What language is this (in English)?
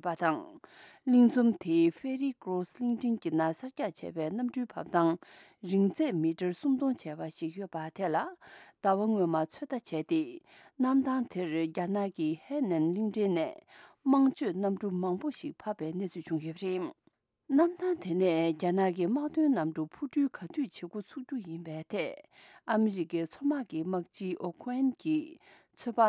Tibetan